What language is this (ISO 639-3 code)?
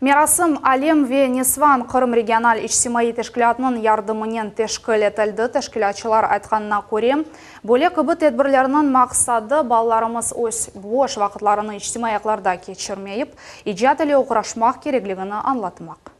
crh